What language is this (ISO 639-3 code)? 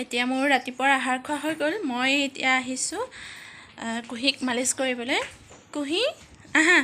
asm